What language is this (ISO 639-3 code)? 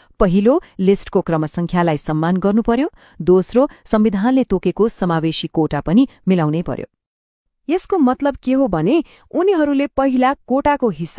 nep